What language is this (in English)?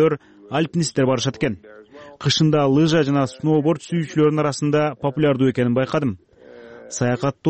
Kyrgyz